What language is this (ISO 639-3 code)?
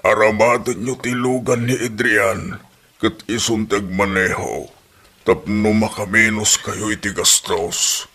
ilo